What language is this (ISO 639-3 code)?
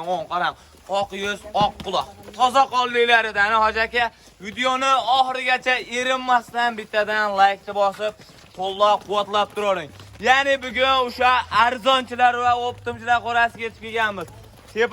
uzb